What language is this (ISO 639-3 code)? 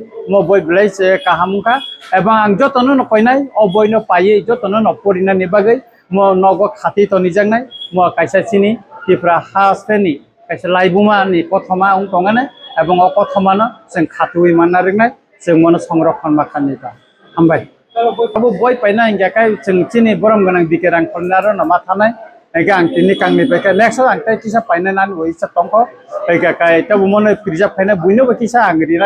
trp